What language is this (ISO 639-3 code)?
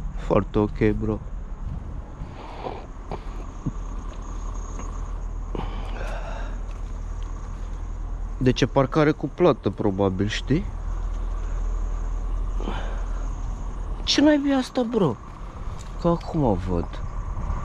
ron